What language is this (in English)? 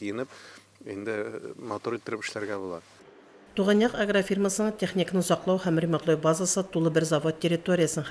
Tatar